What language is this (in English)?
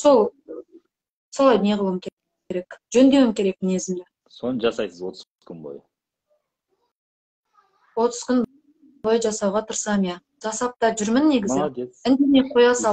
Kazakh